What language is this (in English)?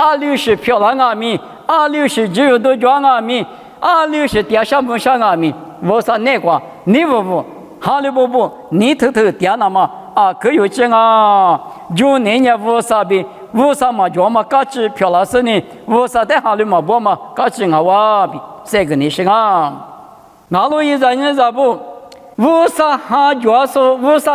Lisu